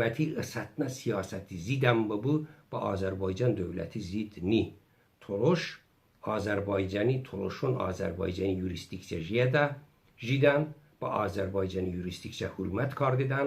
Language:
Talysh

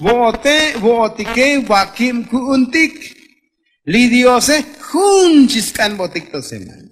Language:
Tzotzil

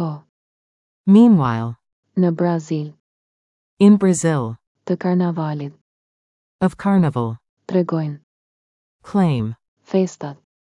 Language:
Albanian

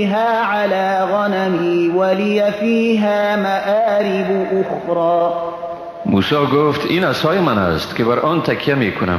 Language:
Persian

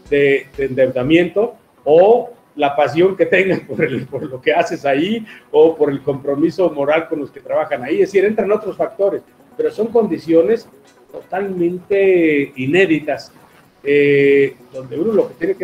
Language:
Spanish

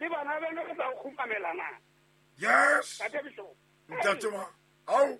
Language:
Southern Sotho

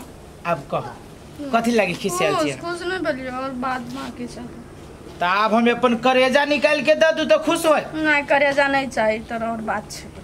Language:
Maithili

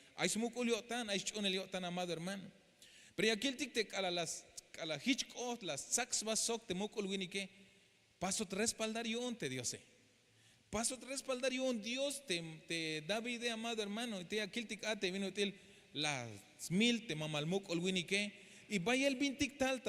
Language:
Tzeltal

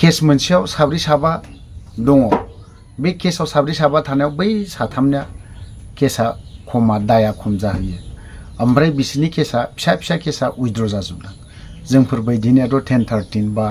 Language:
Bodo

